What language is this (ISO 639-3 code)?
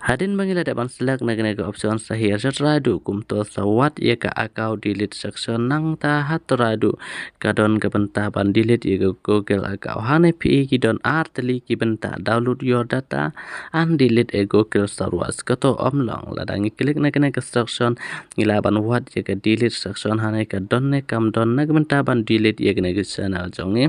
kha